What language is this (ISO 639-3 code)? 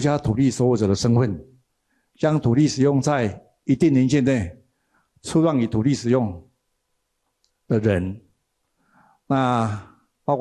zho